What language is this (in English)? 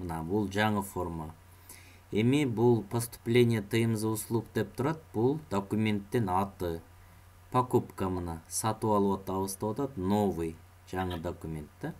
Kyrgyz